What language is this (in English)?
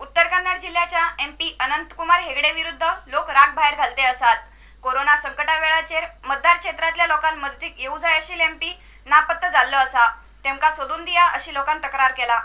Konkani